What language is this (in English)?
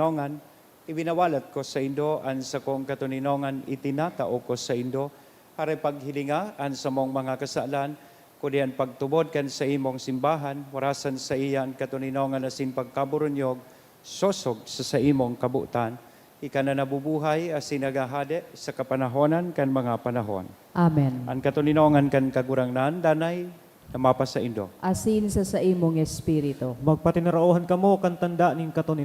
Bikol